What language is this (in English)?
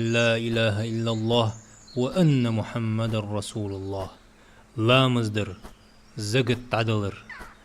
Ingush